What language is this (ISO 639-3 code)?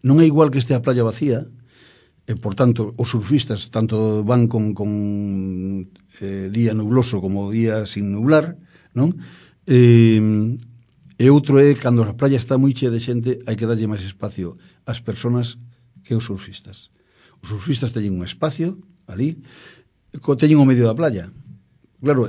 glg